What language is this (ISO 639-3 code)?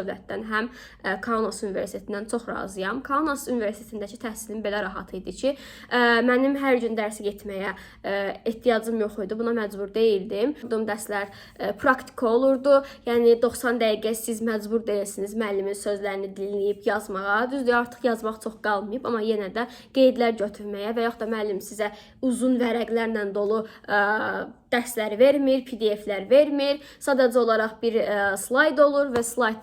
aze